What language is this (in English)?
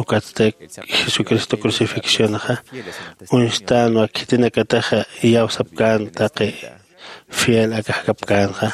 Aymara